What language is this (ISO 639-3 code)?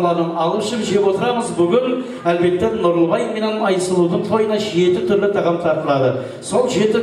kaa